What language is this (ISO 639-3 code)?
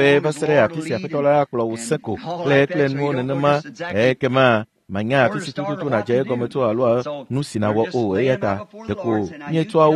ewe